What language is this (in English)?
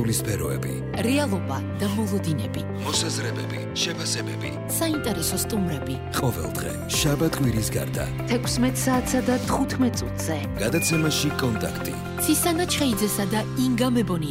Georgian